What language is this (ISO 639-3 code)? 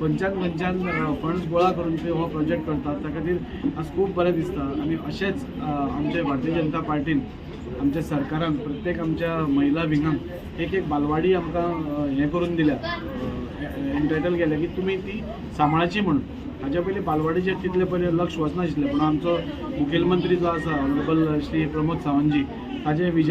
kok